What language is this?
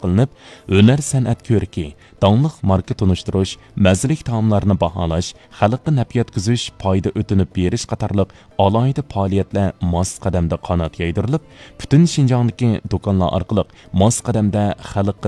Uyghur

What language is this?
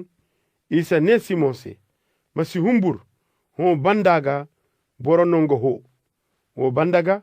Koyraboro Senni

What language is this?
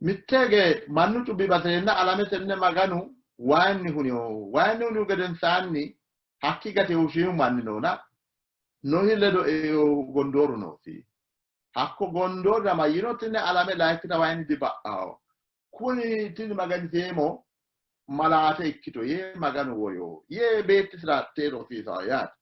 Sidamo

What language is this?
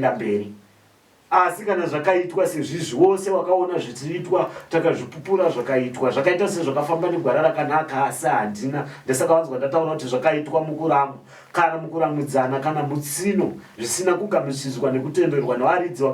Shona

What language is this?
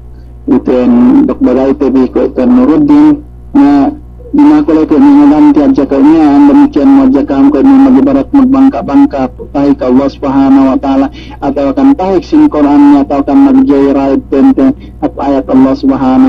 Yakan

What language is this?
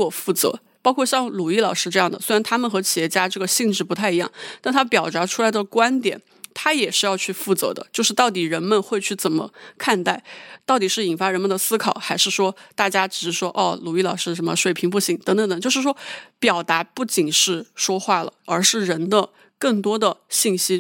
Chinese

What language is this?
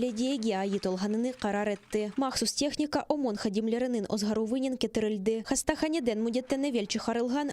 Crimean Tatar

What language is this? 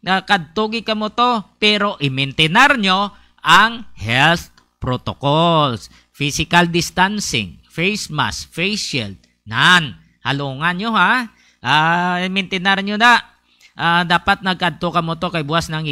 Hiligaynon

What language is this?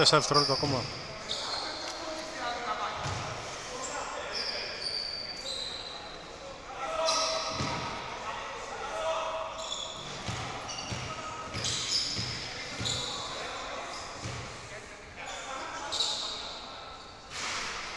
Greek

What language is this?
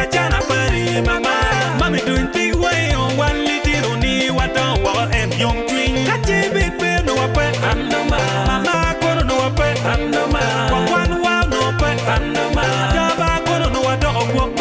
Acoli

